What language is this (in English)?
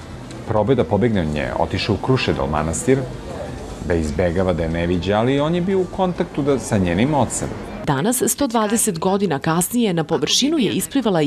Serbian